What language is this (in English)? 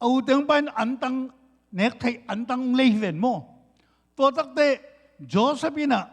Tedim Chin